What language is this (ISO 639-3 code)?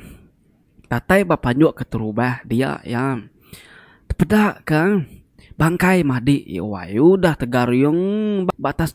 iba